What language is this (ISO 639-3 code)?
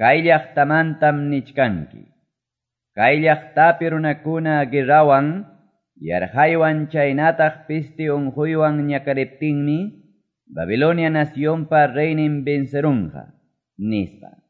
que